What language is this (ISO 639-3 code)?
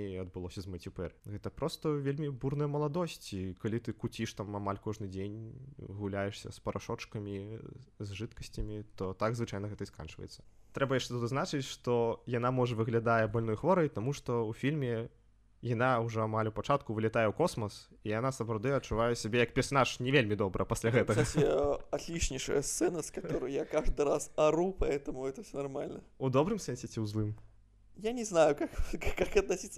bel